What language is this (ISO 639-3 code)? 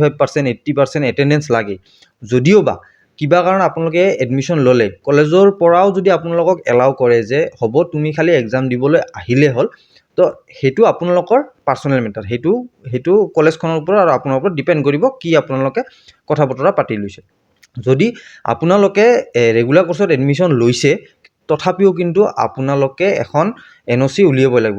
asm